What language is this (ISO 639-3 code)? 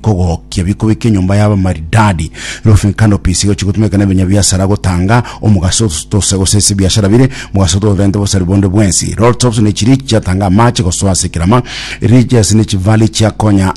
guz